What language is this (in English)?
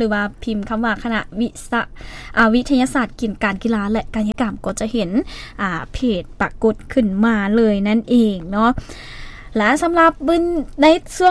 Lao